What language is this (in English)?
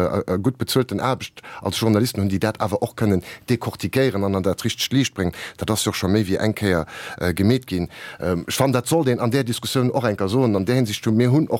Luxembourgish